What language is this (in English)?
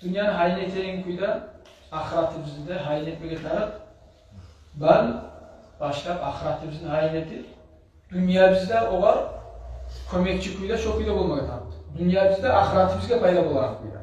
Kumyk